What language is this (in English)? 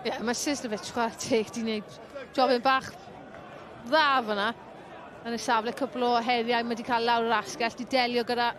Welsh